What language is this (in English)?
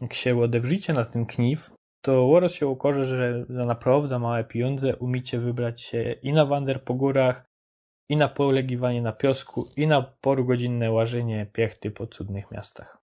Silesian